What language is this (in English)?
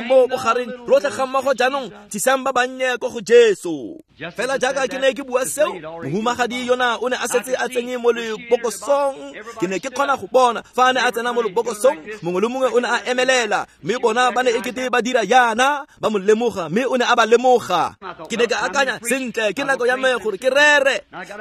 Tswana